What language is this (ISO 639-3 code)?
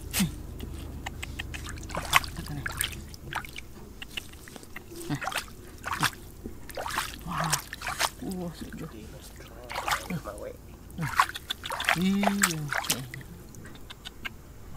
msa